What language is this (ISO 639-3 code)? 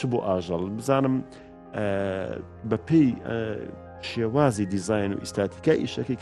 ckb